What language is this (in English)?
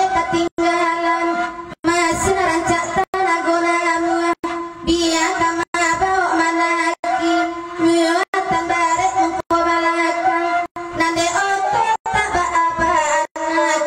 Minangkabau